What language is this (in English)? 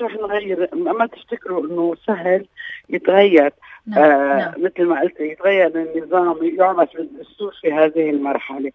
North Levantine Arabic